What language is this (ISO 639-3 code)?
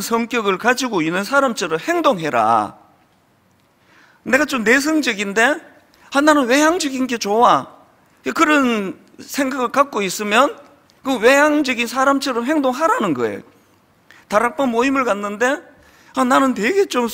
kor